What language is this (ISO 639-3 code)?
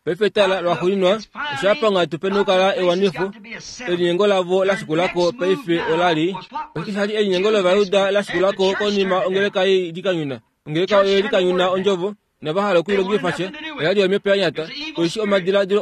kua